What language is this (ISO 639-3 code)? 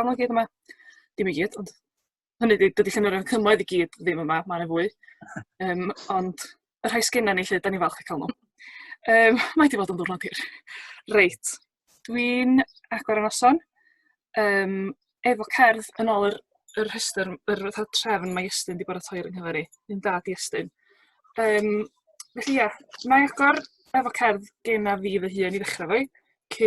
cym